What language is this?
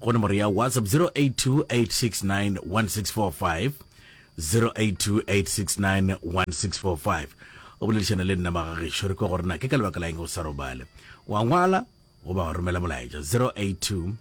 Northern Sotho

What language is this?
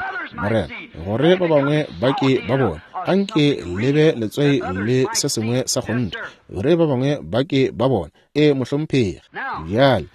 Northern Sotho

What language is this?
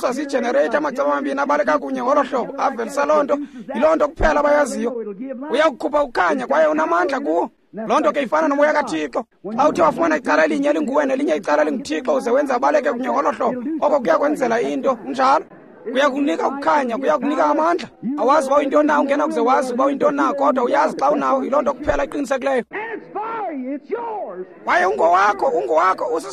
Xhosa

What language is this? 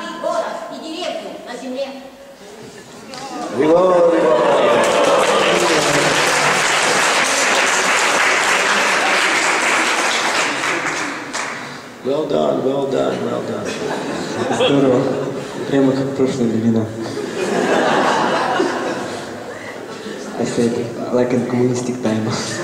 Russian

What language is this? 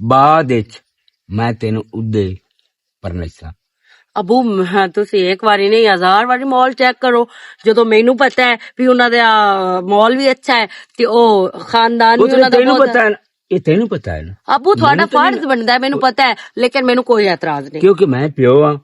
Western Panjabi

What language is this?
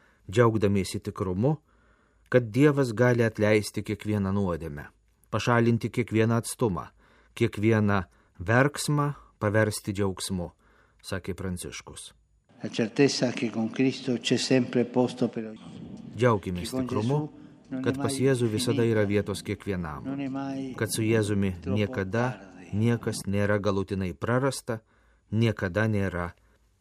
Lithuanian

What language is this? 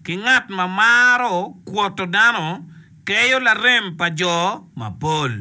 Acoli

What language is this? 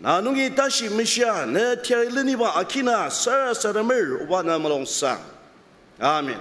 Ao Naga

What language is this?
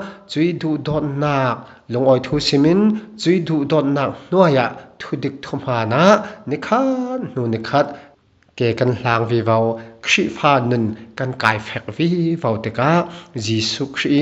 Falam Chin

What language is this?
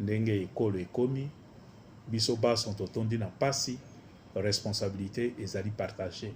Lingala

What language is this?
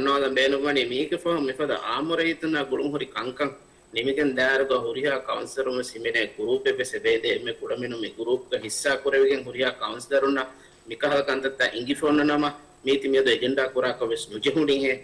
Divehi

